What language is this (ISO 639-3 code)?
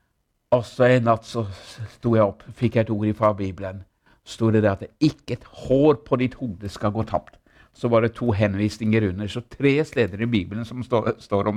nor